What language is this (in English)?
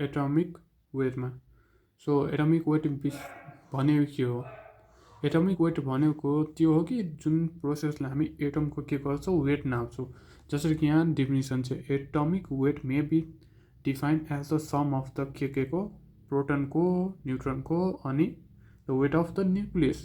Nepali